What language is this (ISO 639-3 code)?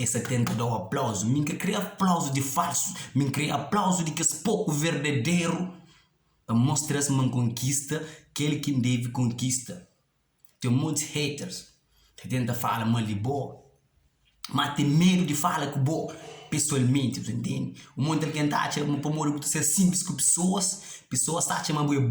kea